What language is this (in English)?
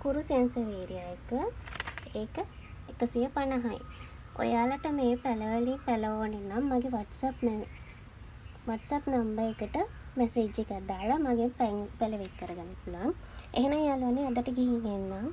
Sinhala